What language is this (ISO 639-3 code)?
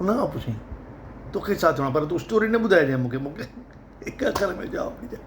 snd